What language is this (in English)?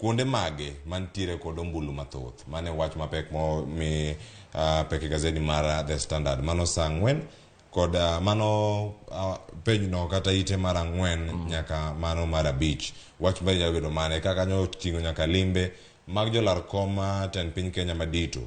Luo (Kenya and Tanzania)